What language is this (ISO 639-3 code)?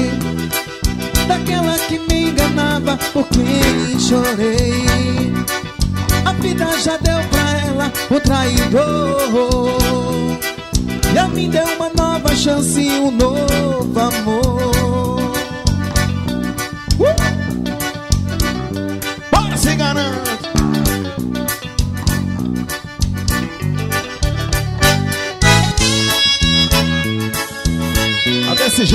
por